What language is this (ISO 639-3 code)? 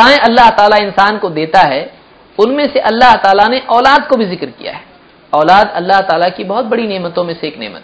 urd